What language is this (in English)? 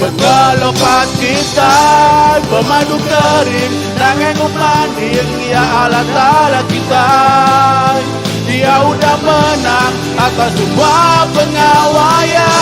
Iban